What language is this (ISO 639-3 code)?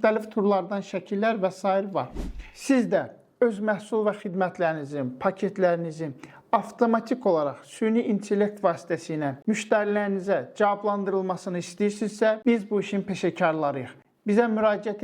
aze